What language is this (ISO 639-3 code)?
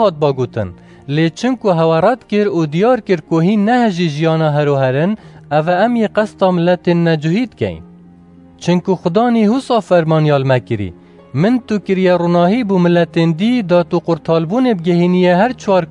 kur